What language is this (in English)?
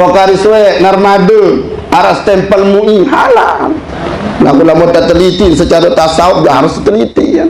Sasak